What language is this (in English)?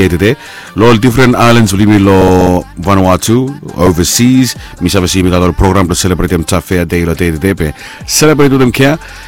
Bislama